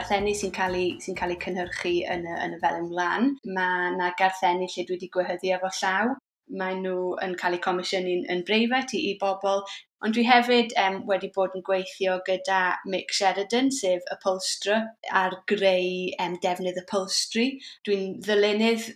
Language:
Welsh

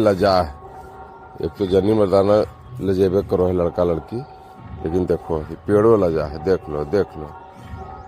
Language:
Magahi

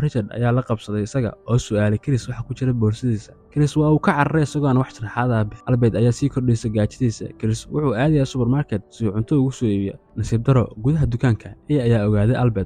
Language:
Somali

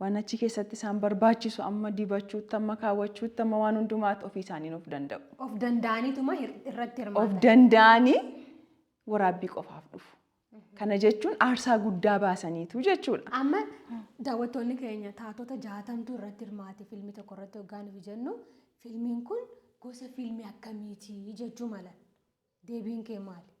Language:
Oromo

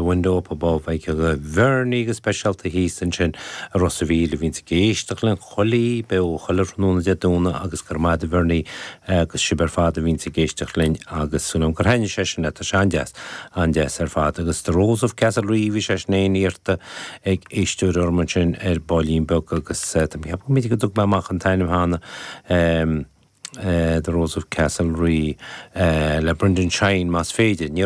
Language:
Irish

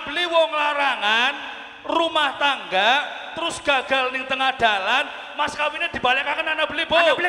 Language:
Javanese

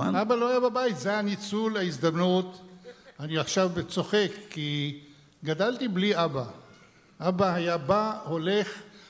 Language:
Hebrew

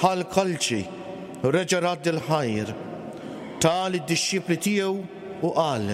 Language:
Maltese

